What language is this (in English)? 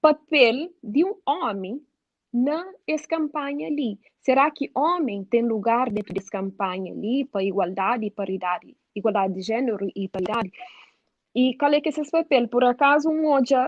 Kabuverdianu